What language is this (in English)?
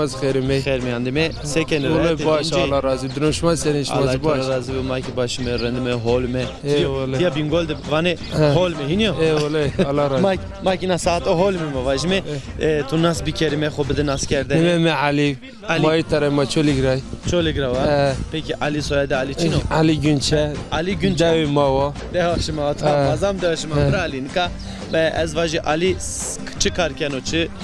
Zaza